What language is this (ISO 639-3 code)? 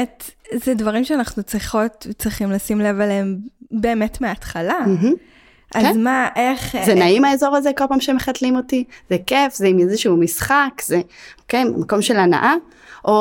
heb